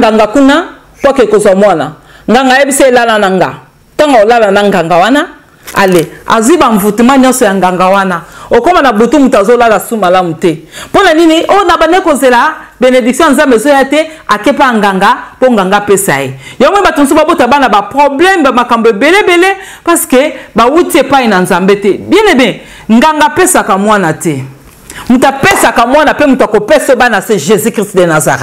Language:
Lingala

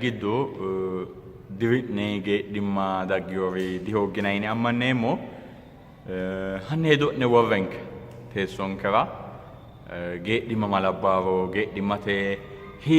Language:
Sidamo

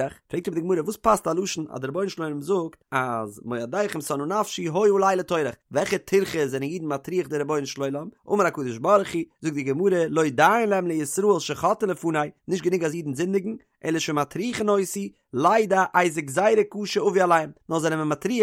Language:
Yiddish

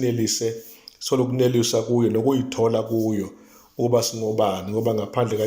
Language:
Zulu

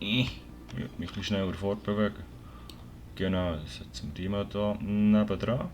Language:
Swiss German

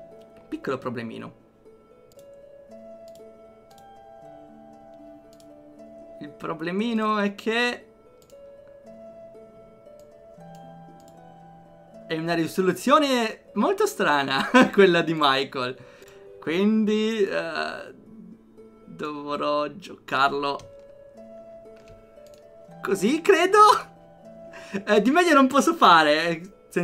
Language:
Italian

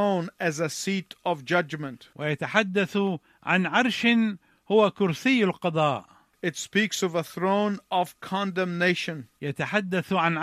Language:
Arabic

